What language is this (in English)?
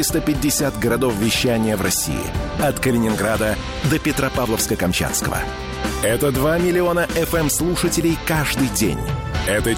Russian